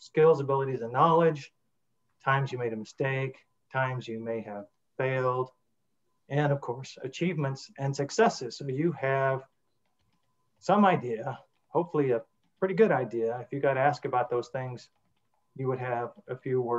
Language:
English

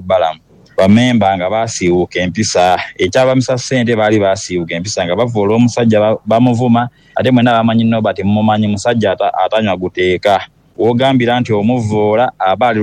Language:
Ganda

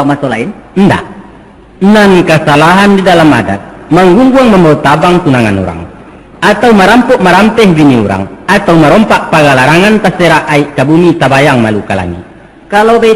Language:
Minangkabau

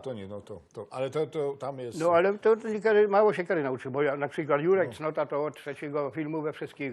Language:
Silesian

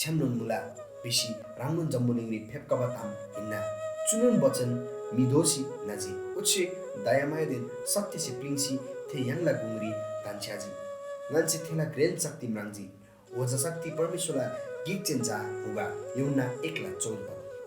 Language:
Eastern Tamang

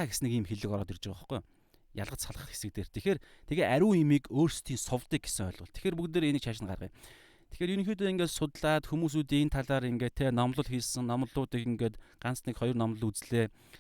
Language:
Mongolian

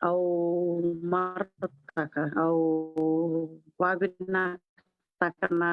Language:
Fijian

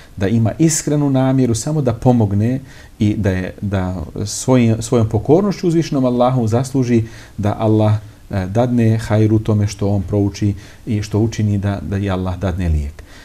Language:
Bosnian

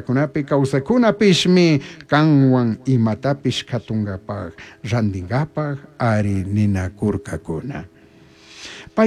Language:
Chimborazo Highland Quichua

